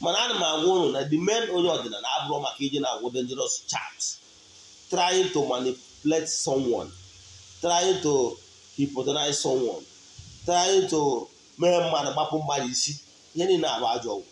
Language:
Igbo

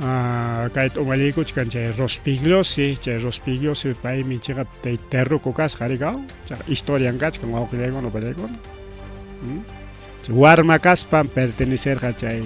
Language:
Ayacucho Quechua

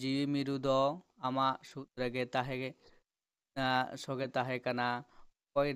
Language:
Santali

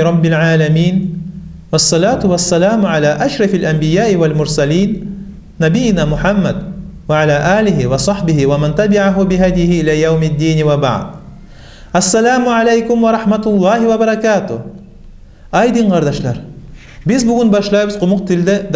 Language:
Kumyk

